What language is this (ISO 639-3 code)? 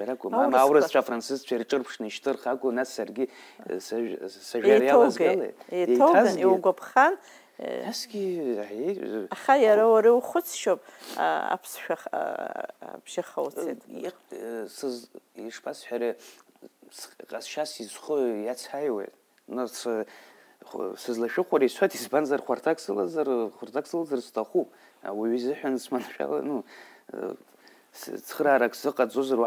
abk